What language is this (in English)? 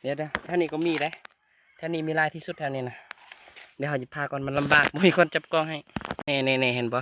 Lao